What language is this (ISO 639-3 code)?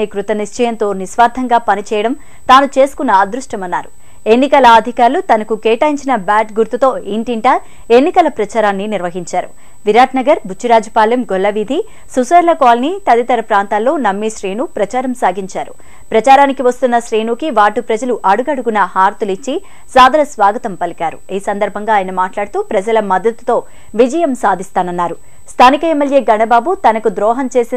tel